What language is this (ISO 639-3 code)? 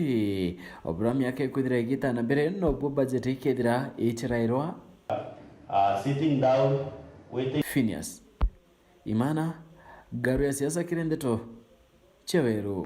mer